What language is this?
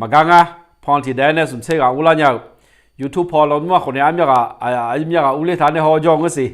Akha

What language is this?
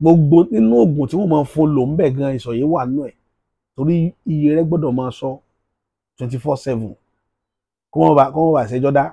Yoruba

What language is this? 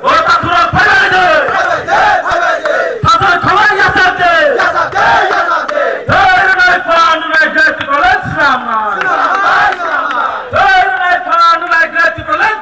Kok Borok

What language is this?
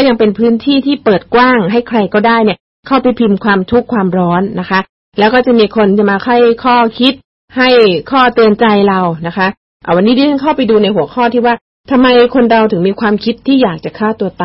Thai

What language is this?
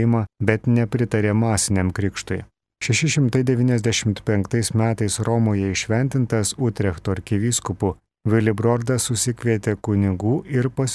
Lithuanian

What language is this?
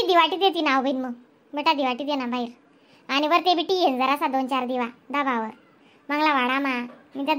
Khandesi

